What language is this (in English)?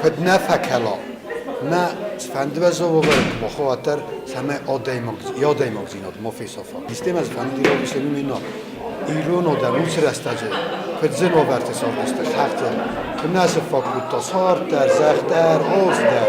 Ossetic